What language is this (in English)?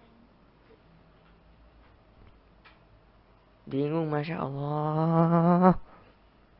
Indonesian